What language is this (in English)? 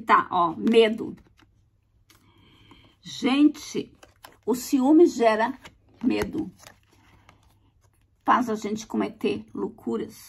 Portuguese